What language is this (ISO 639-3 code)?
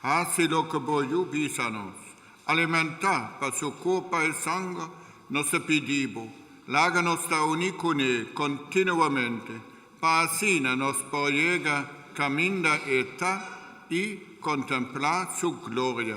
pap